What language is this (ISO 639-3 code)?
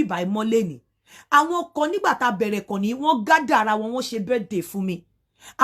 yor